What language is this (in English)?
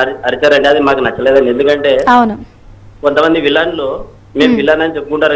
Telugu